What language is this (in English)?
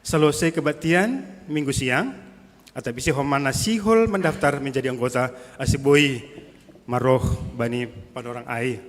Batak Simalungun